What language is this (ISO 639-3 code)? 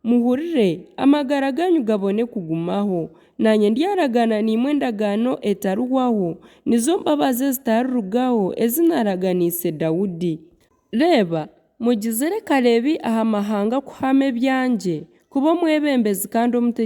nyn